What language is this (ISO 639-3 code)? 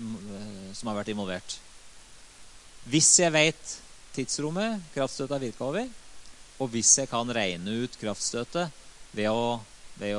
nor